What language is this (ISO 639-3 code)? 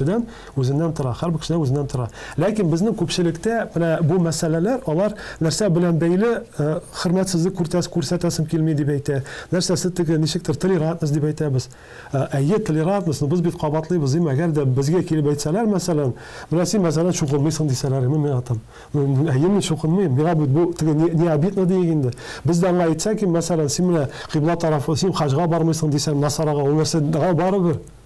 tat